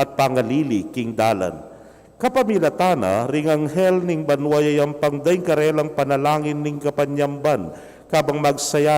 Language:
Pampanga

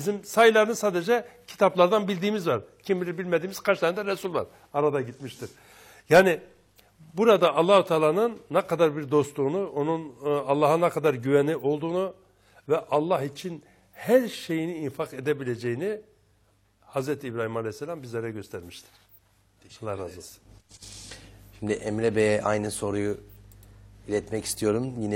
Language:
Turkish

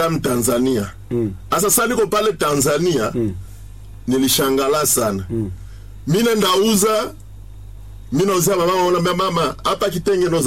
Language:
Swahili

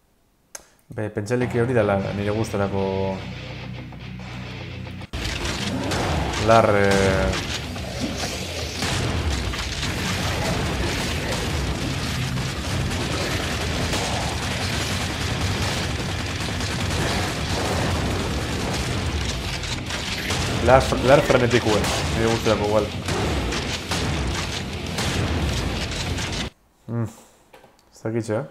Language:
Basque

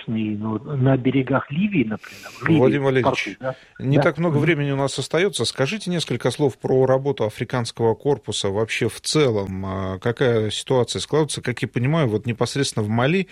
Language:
Russian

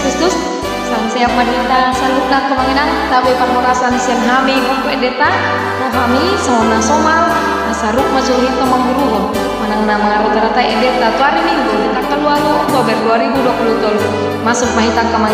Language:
Batak Toba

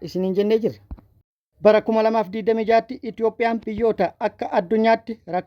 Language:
Oromo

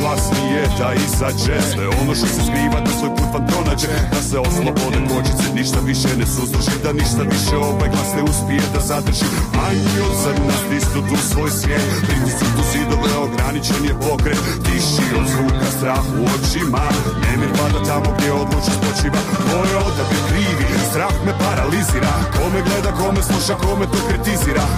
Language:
Bosnian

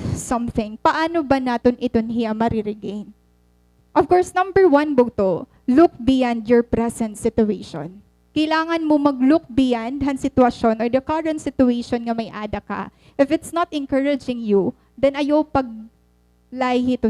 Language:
Waray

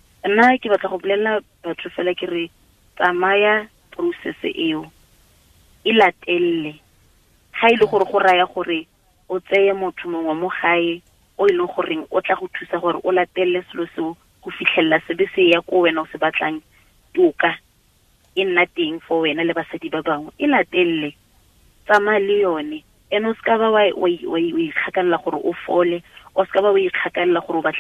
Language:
Tswana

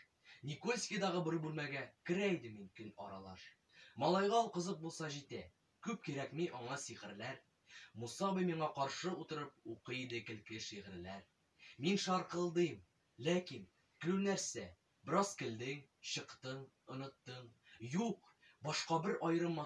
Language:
Tatar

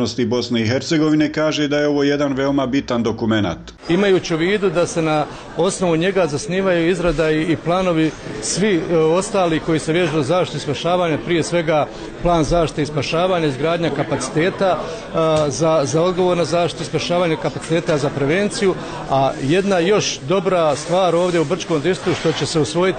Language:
Bosnian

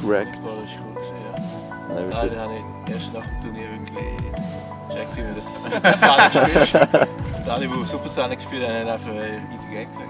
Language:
Swiss German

